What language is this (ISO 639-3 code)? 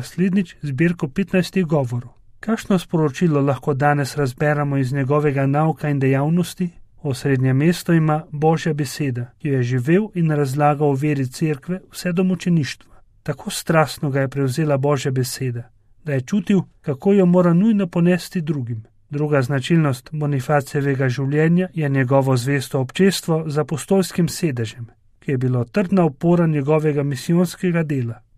slv